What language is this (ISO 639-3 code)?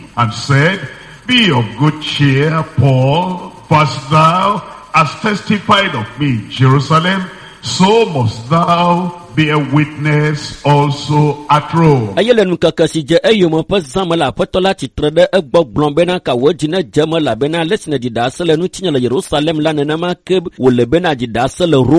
ewe